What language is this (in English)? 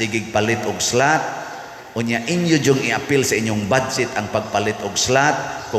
Cebuano